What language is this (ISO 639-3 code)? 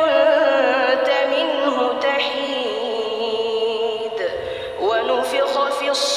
ara